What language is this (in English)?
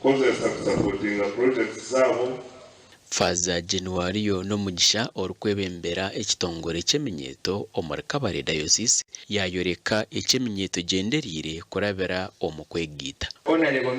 Nyankole